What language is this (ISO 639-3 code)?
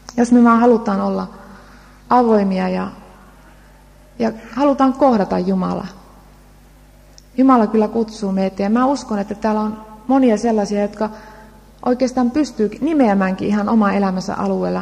fin